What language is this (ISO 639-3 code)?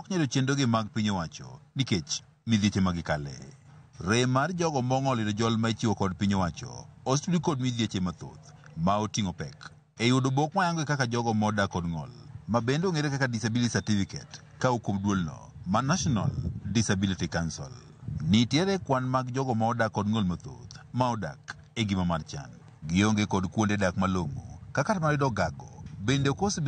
luo